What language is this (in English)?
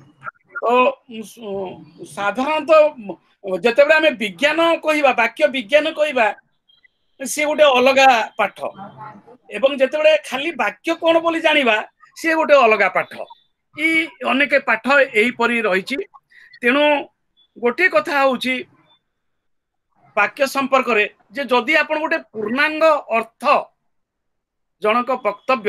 Odia